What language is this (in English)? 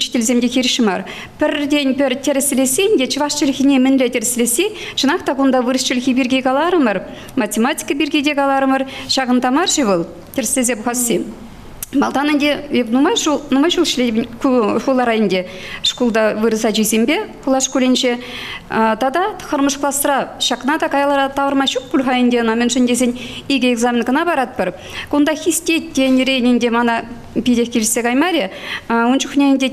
Chuvash